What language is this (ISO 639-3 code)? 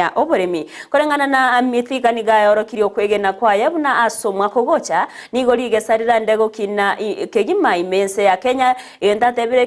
guz